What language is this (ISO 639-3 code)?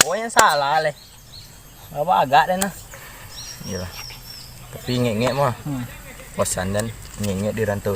min